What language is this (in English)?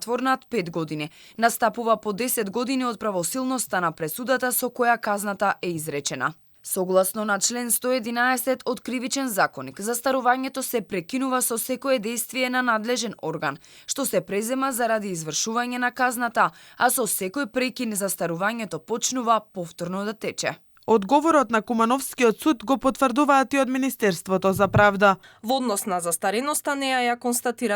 Macedonian